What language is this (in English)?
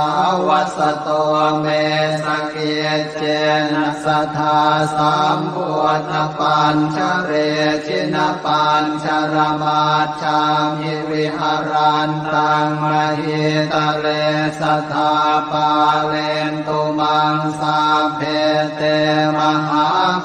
Pali